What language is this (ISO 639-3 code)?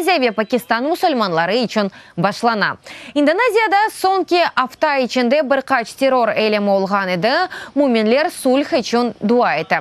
crh